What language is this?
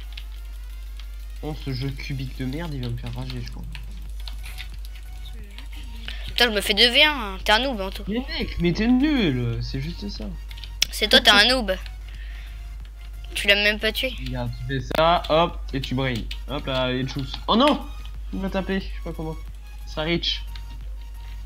French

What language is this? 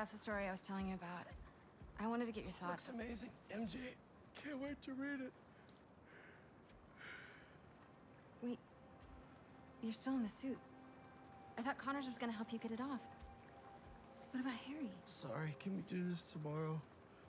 English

